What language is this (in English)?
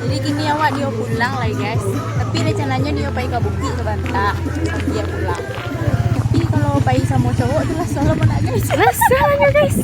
Minangkabau